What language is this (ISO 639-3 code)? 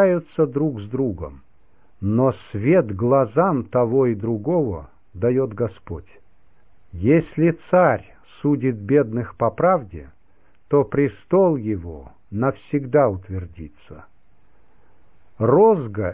rus